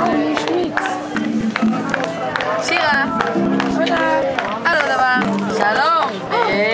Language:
Hebrew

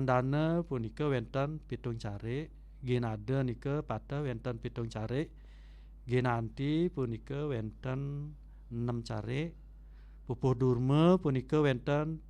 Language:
Balinese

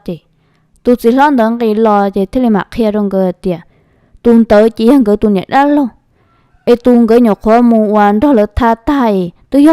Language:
Hmong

